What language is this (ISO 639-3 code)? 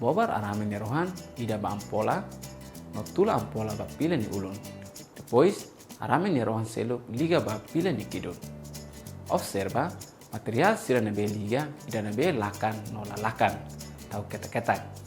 tet